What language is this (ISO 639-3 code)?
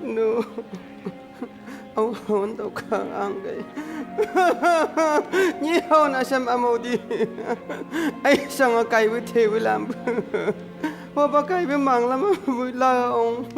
nbc